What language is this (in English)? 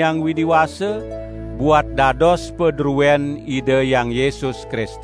Balinese